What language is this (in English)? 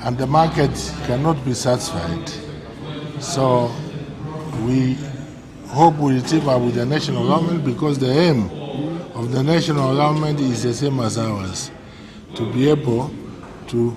Gusii